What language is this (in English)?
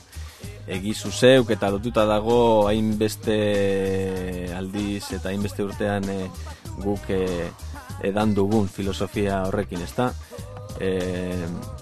Basque